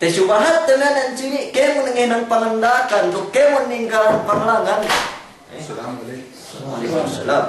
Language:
Yakan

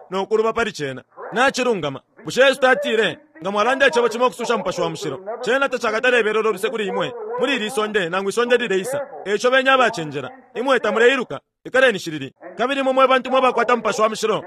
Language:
Bemba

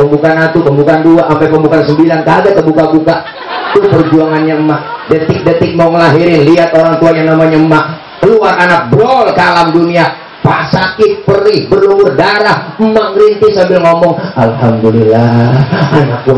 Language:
Betawi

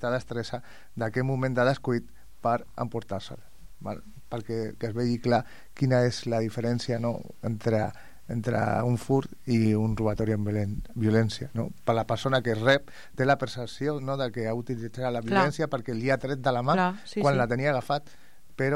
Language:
Catalan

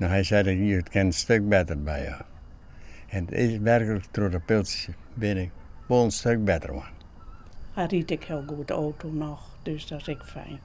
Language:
Western Frisian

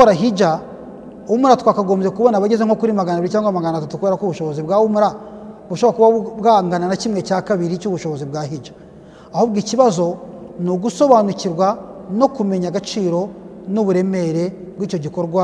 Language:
Kinyarwanda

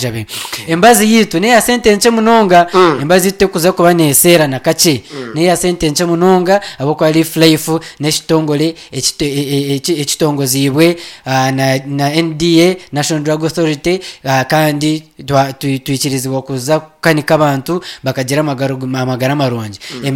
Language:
Nyankole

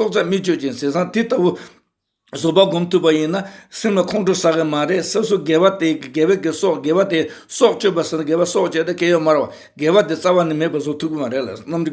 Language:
Tibetan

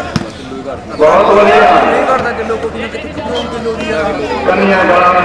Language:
Punjabi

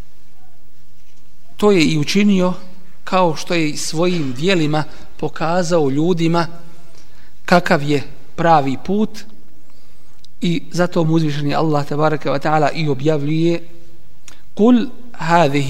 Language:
Bosnian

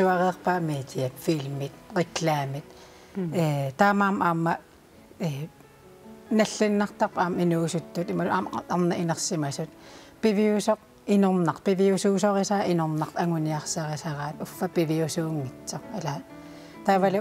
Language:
Kalaallisut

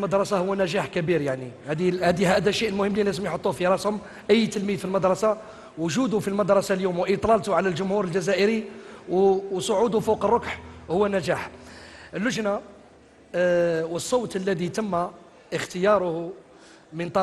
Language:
Algerian Arabic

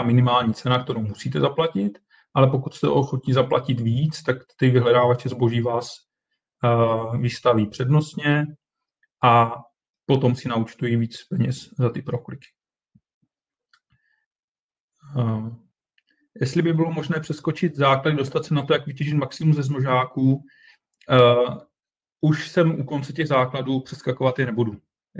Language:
Czech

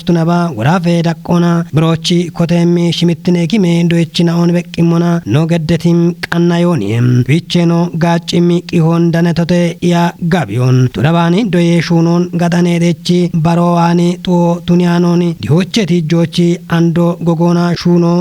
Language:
Kafa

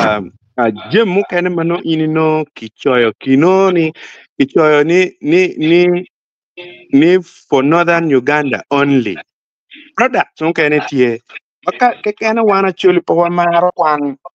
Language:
Acoli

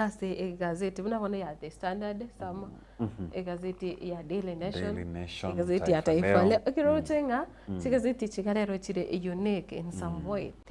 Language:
Gusii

